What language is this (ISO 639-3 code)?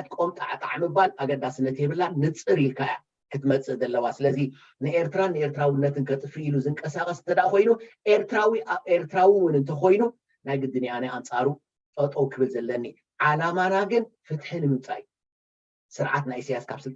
tir